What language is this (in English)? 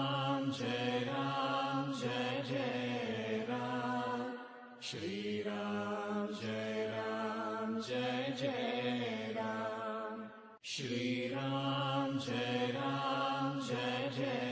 Telugu